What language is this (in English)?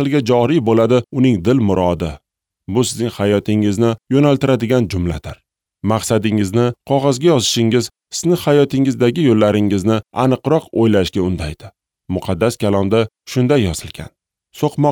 Uzbek